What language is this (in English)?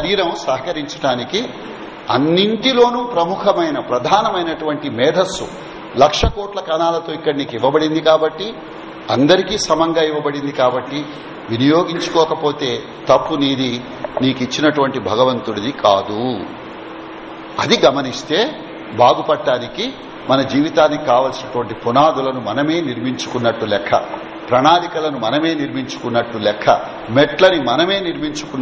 Telugu